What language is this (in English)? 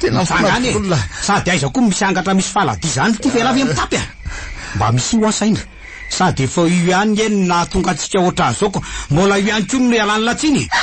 Malagasy